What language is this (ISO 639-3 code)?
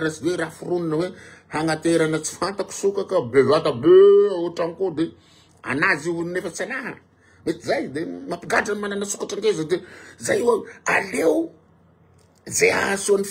mlg